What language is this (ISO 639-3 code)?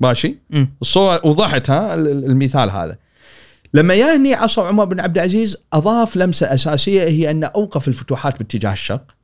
afb